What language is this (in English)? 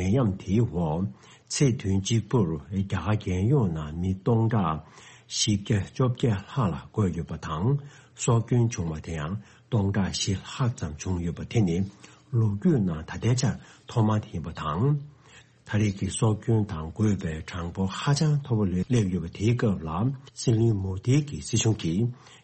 Tibetan